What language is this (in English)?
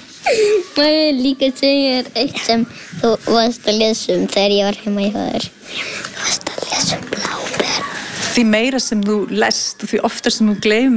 Icelandic